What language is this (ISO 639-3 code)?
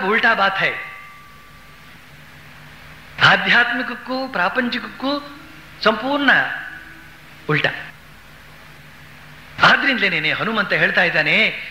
kan